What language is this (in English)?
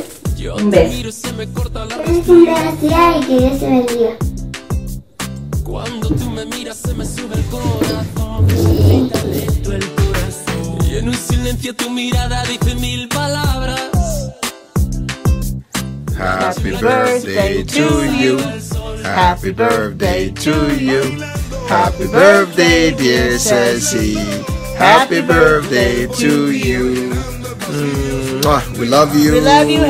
Spanish